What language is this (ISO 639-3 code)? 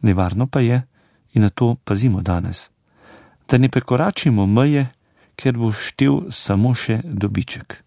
slv